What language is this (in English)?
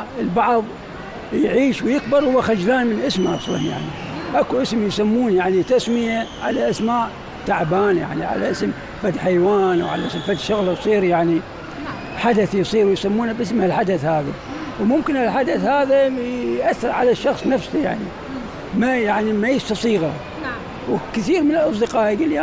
Mesopotamian Arabic